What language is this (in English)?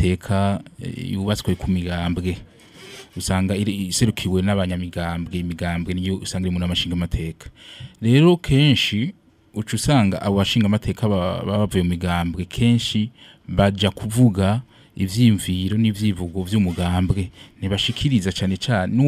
Rundi